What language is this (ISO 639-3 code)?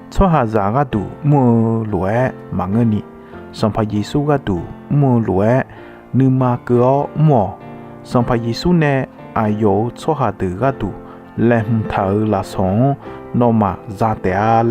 ahk